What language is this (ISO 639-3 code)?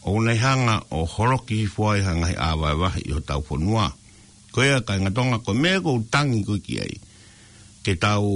ton